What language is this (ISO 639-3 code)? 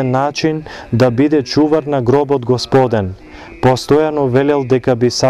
mkd